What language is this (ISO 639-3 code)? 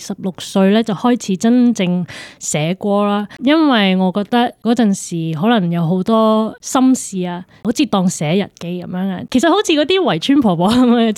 yue